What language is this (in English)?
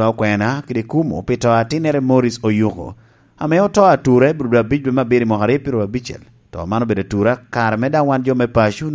Lango (Uganda)